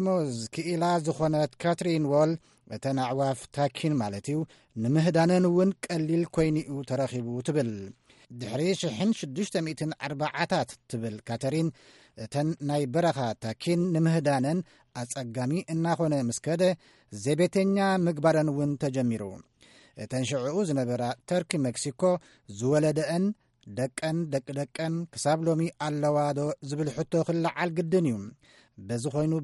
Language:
Tigrinya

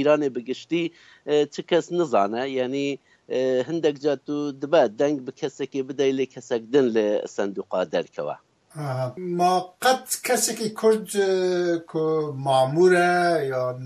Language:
Kurdish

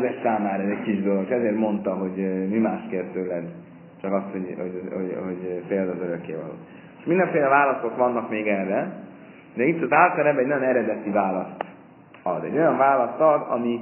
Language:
Hungarian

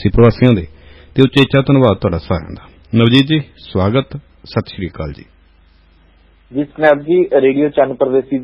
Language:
Punjabi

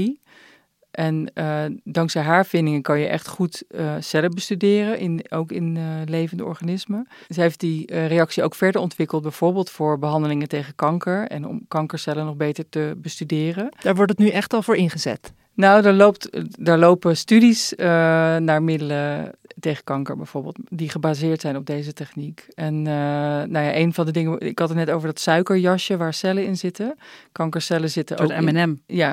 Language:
Dutch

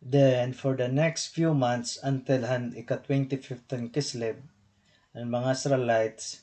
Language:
Waray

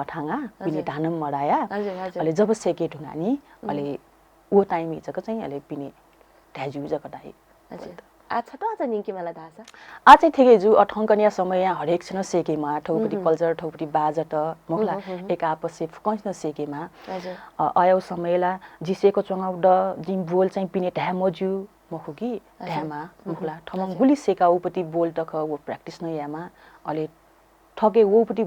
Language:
Newari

